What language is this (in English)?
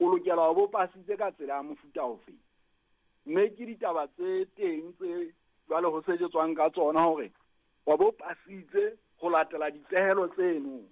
Southern Sotho